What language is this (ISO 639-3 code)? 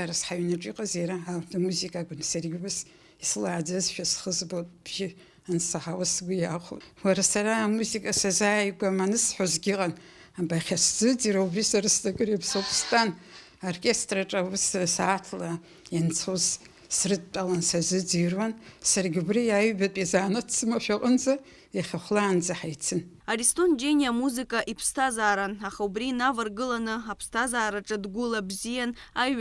abk